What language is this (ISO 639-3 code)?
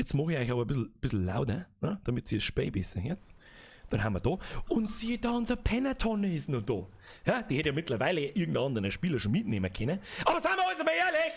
bar